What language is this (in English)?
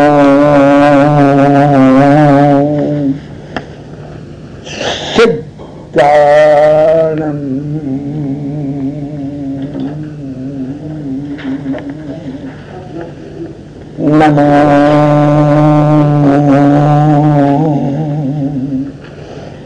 Gujarati